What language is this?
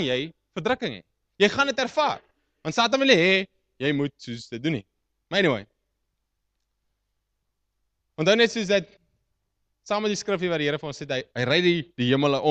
Afrikaans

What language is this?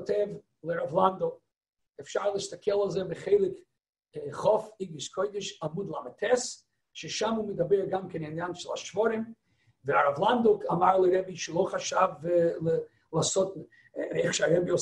Hebrew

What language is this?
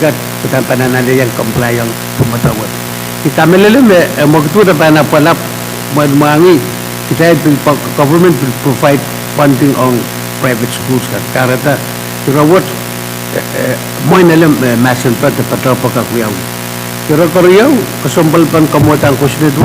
Pohnpeian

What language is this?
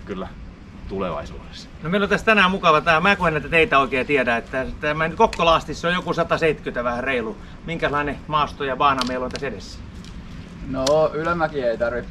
Finnish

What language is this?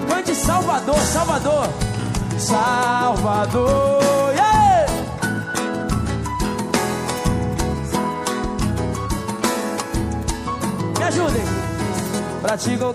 Portuguese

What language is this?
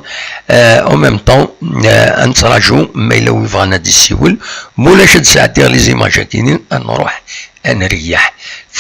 Kabyle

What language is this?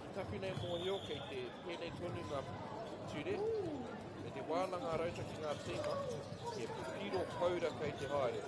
Māori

